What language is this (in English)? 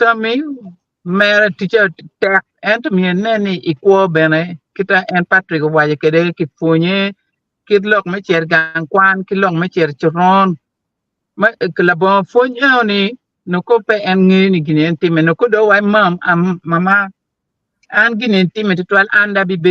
Acoli